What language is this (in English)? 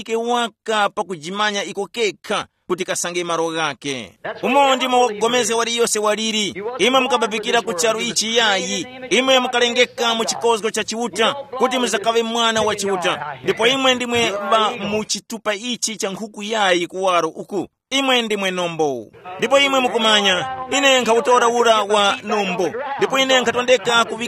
Tumbuka